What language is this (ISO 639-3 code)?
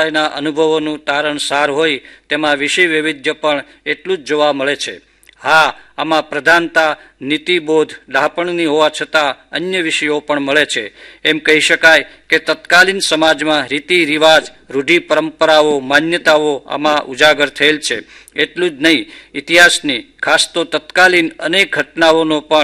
guj